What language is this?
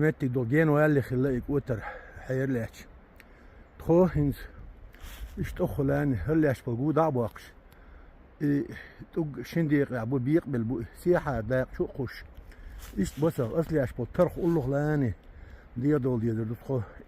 Chechen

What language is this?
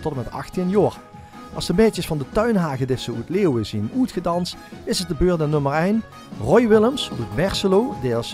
Limburgish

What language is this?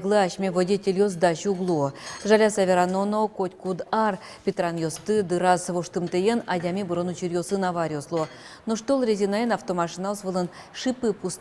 Udmurt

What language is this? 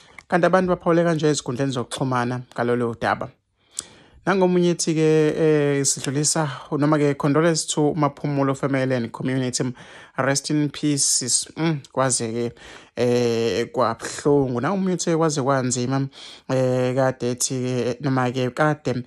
Zulu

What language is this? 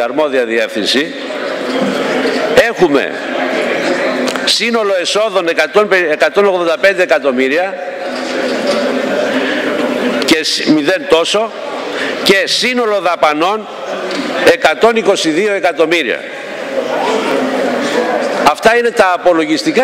Greek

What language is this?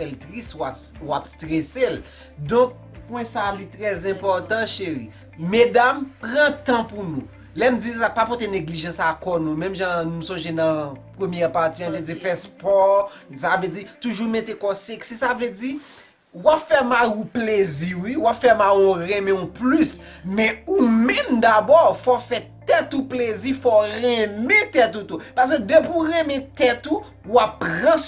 Haitian Creole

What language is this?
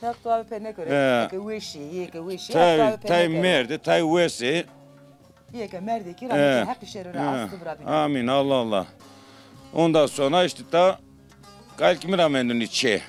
Zaza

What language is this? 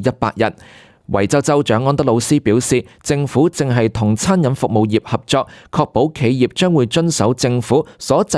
Cantonese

